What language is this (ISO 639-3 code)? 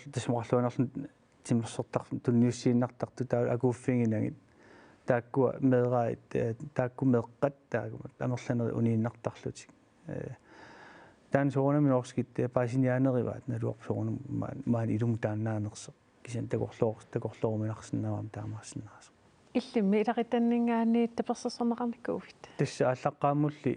kal